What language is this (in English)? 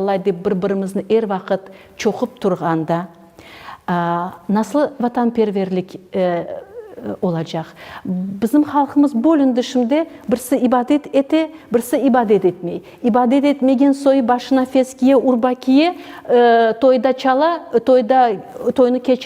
Crimean Tatar